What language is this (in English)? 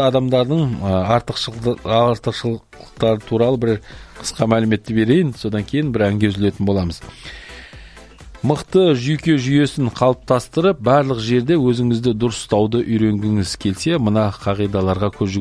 Kazakh